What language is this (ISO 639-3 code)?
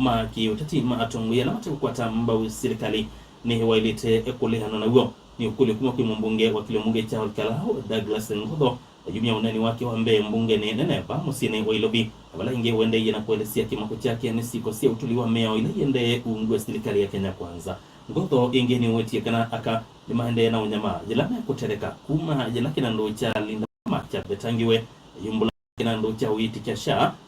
kam